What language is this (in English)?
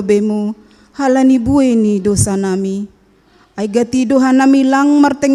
Batak Simalungun